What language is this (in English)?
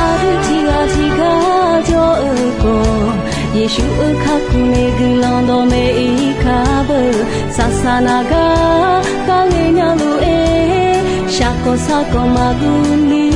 Akha